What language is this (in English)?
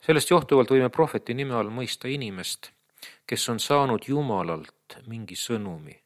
Estonian